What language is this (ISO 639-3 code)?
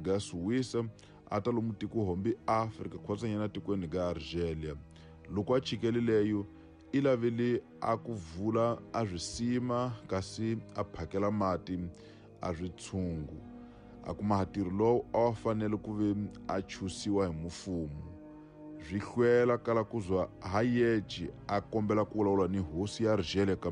tso